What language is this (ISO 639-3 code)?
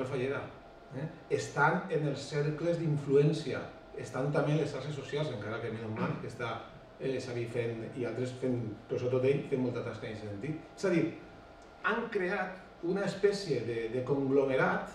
cat